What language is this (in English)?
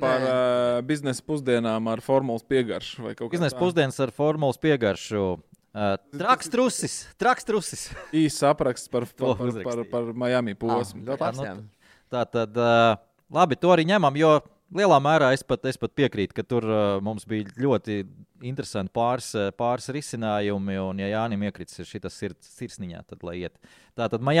Latvian